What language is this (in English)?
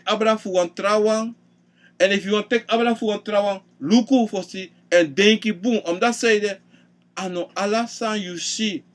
Sranan Tongo